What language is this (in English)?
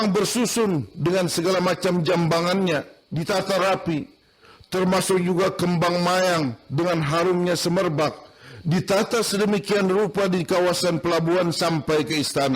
Banjar